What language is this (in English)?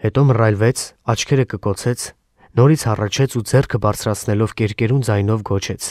Armenian